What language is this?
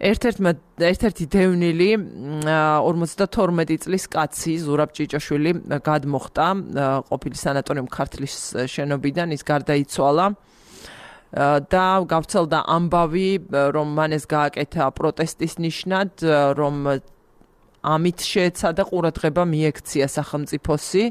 Georgian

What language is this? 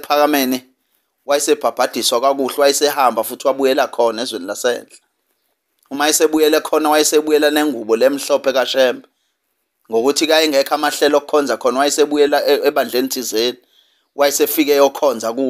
Zulu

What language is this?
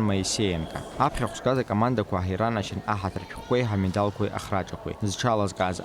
Abkhazian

